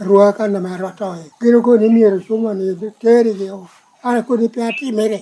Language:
Lango (Uganda)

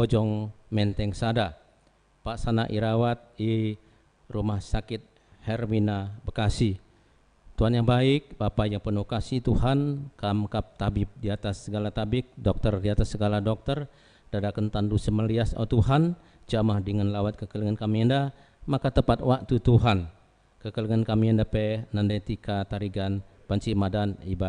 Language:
Batak Karo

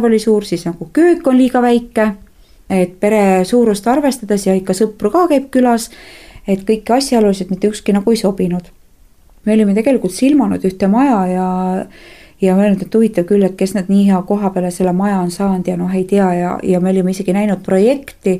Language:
Estonian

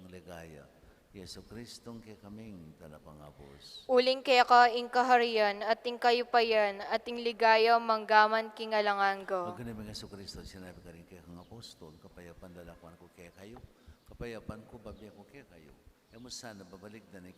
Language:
Pampanga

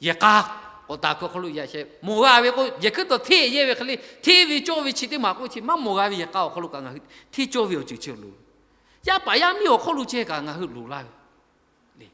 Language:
Lahu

